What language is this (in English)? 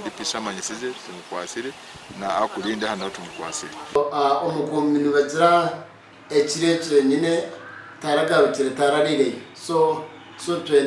Nyankole